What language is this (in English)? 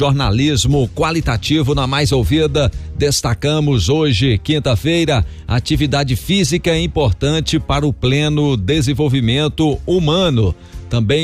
Portuguese